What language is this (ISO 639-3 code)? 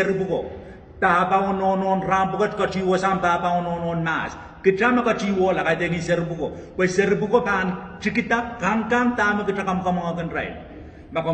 pon